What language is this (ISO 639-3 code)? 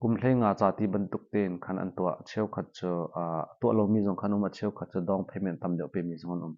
cnh